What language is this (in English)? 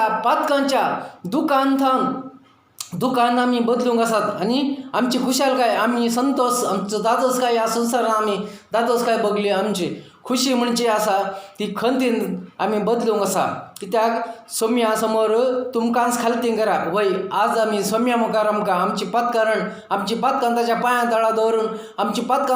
Konkani